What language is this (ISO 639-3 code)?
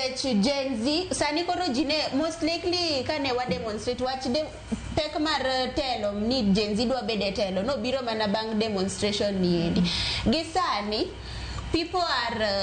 luo